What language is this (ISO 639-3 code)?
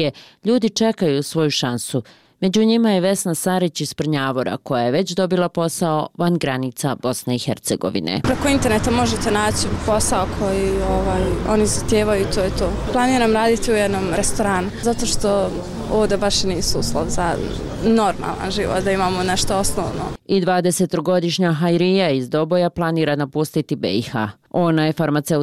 bos